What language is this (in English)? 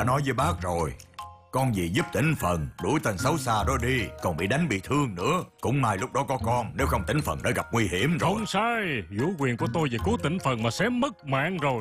Vietnamese